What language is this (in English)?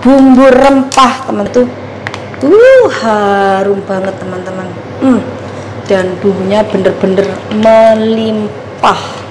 Indonesian